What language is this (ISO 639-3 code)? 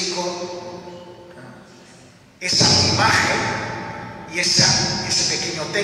spa